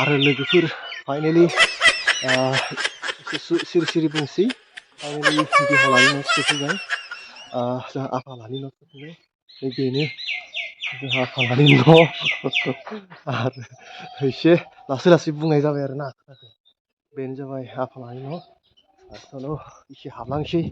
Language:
Bodo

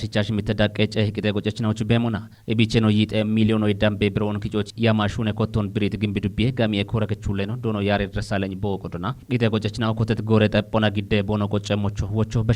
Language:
Kafa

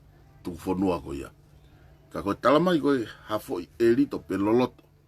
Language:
Tongan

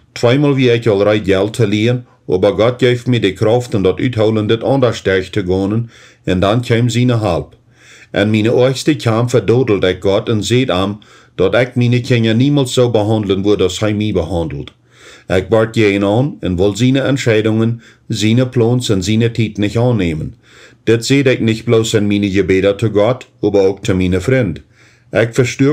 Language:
Plautdietsch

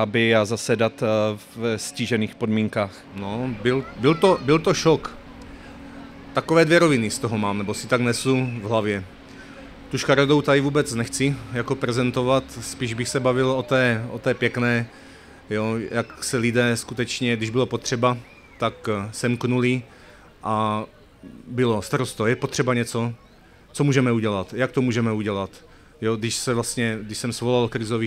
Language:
Czech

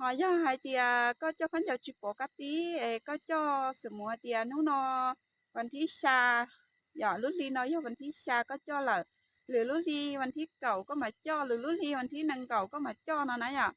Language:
Hmong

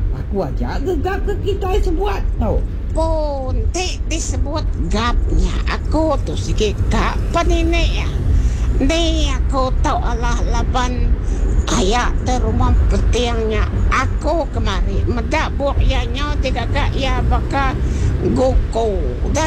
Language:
Iban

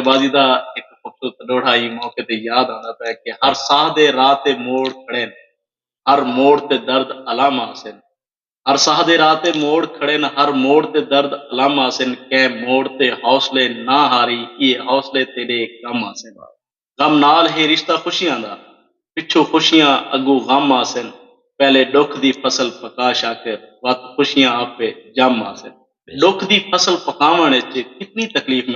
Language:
Saraiki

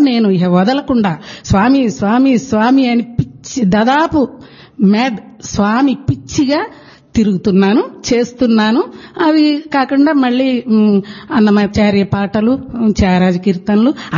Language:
Telugu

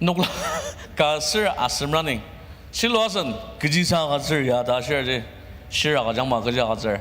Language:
Ao Naga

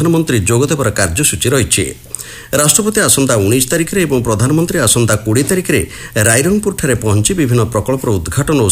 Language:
Odia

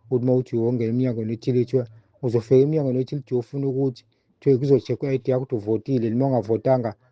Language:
Zulu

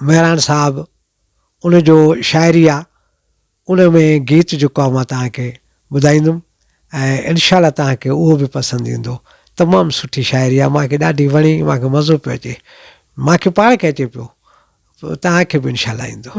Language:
Sindhi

